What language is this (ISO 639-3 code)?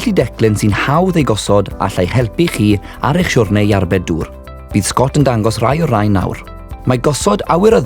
cym